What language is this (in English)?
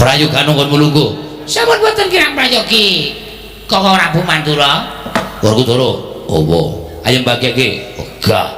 Javanese